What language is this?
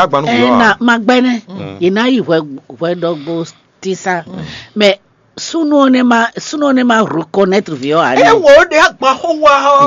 Fon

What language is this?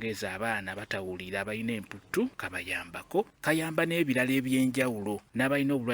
Ganda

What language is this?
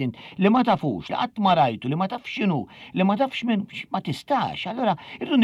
Maltese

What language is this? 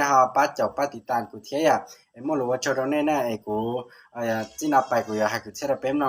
Hmong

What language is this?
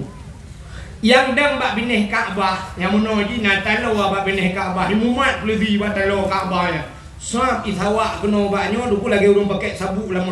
Achinese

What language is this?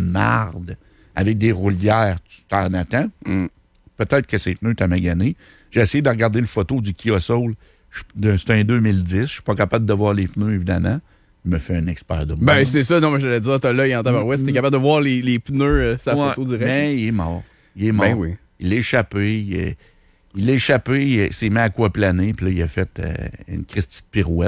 French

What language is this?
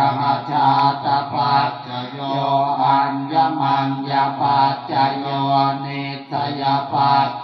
Pali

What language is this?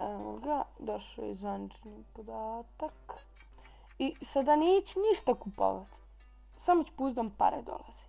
Bosnian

